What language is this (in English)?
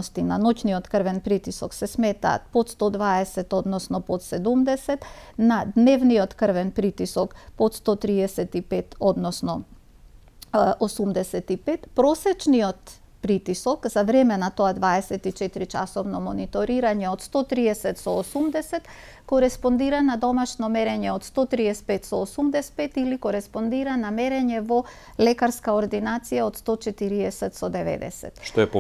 Macedonian